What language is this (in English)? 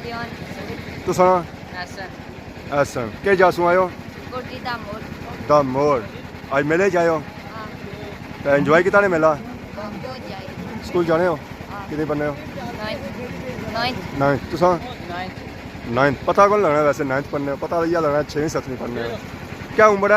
Pahari-Potwari